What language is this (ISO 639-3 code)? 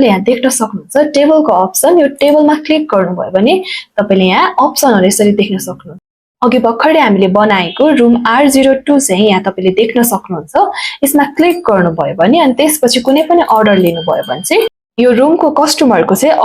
nep